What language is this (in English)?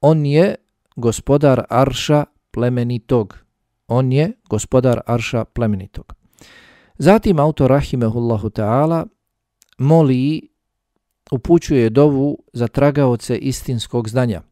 Bosnian